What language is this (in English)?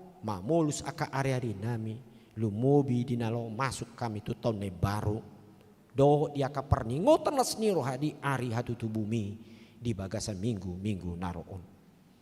Batak Toba